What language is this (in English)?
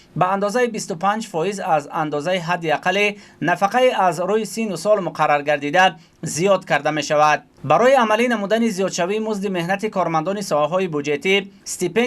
Tajik